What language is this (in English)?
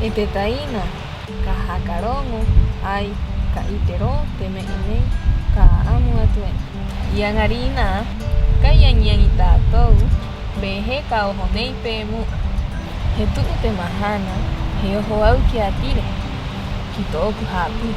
Rapanui